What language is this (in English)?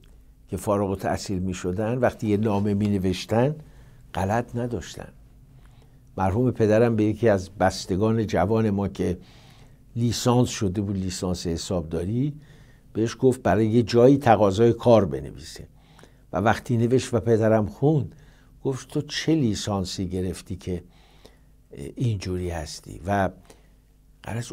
Persian